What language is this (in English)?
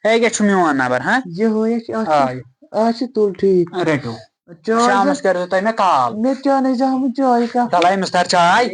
Kashmiri